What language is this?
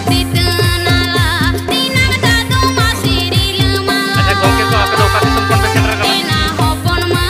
Santali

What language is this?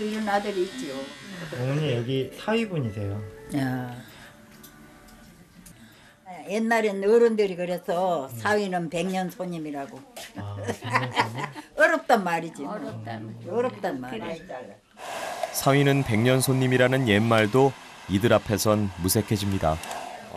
Korean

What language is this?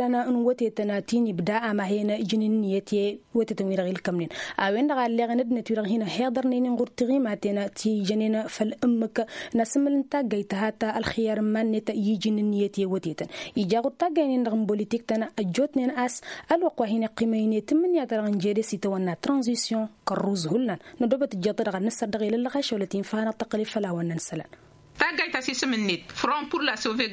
Tamasheq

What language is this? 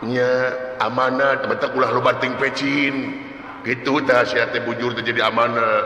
Sundanese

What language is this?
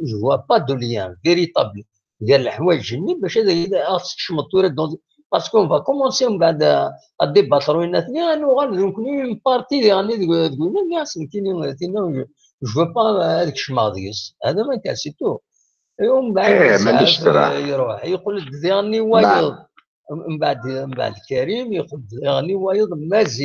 Kabyle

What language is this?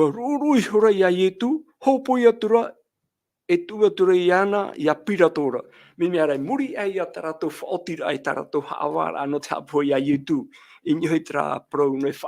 Tahitian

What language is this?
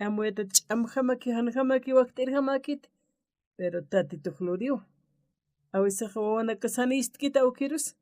Aymara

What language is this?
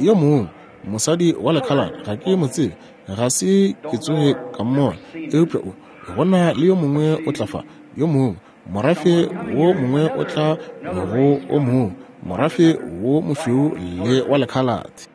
Northern Sotho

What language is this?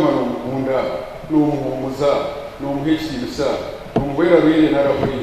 Nyankole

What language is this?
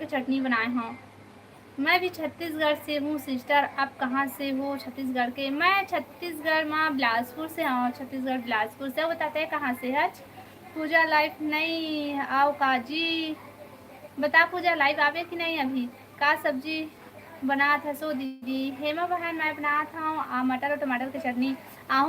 Chhattisgarhi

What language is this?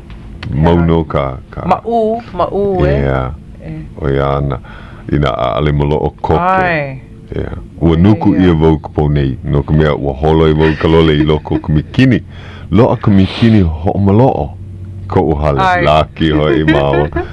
Hawaiian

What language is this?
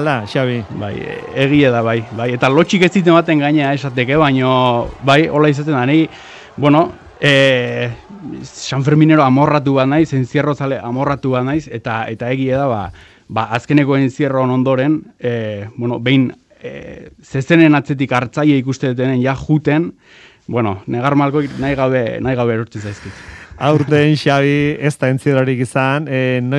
Basque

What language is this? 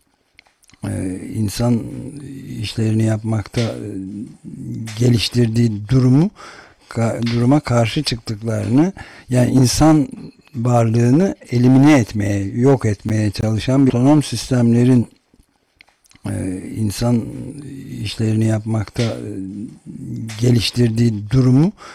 Turkish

